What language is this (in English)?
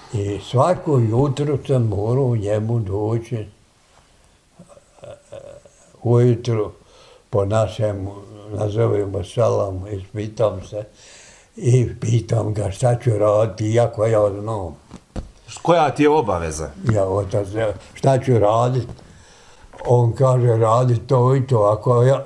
Bosnian